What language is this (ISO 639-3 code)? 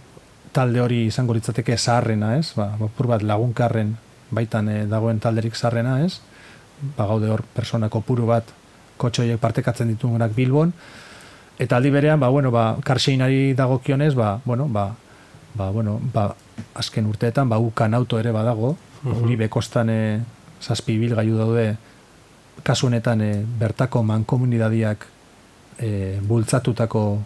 eus